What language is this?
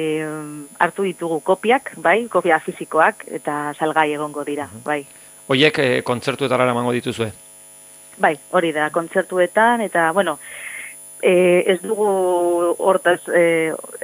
Basque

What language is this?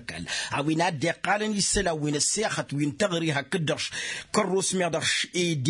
Tamasheq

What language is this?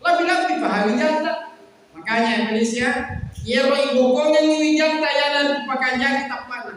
Buginese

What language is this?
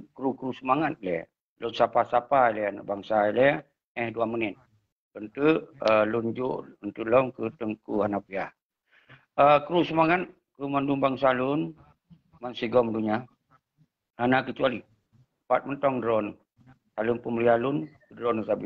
Achinese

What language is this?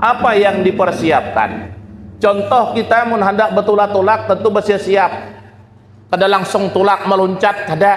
Banjar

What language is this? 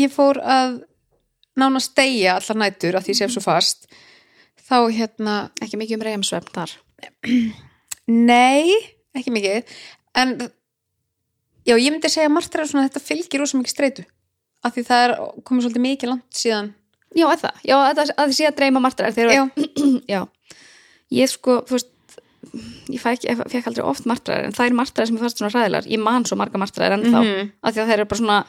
Icelandic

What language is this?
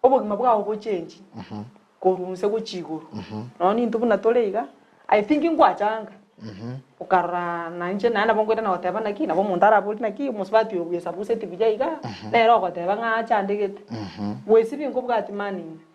Gusii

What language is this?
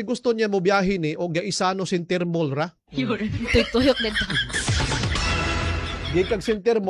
Cebuano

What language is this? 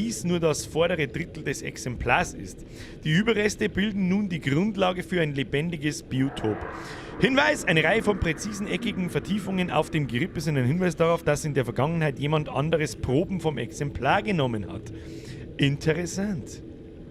Bavarian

